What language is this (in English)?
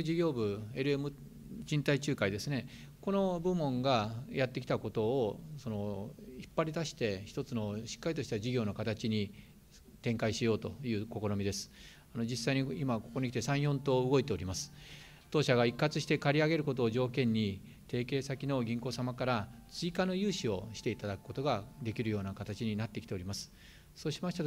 Japanese